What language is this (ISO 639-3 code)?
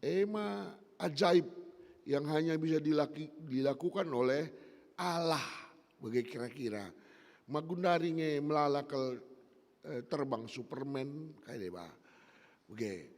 btx